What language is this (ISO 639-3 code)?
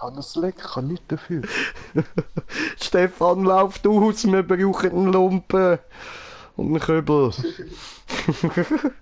gsw